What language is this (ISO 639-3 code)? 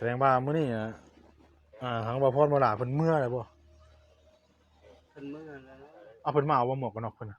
tts